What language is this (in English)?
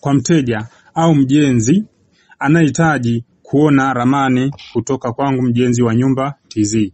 Swahili